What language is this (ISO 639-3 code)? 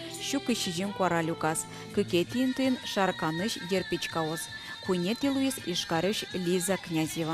udm